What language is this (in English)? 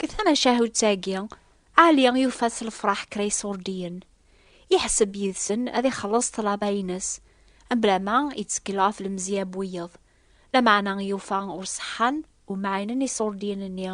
Kabyle